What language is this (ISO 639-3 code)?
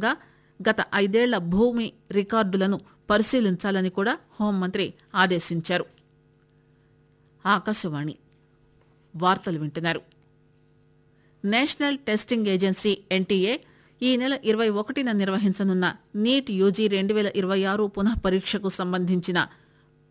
tel